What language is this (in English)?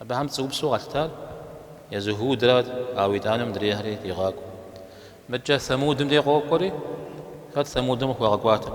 Kabardian